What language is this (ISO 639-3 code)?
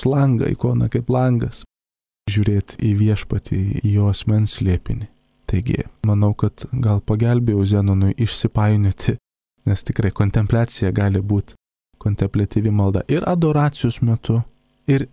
lit